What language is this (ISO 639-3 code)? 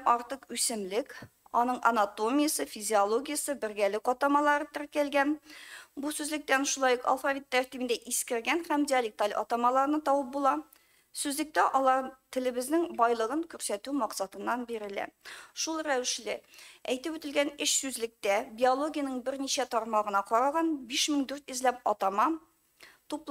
tat